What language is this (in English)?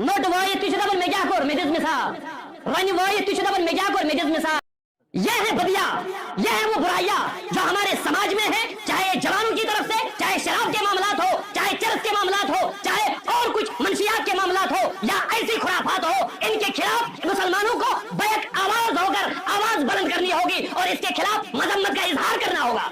Kashmiri